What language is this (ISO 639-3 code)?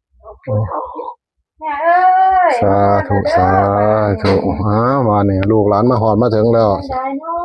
tts